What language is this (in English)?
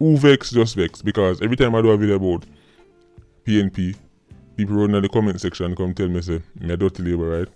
Jamaican Creole English